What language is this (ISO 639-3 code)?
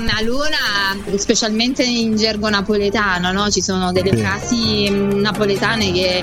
ita